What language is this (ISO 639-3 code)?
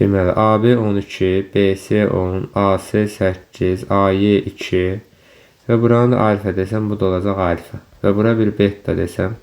aze